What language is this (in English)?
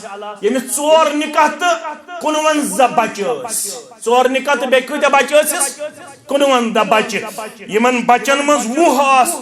Kashmiri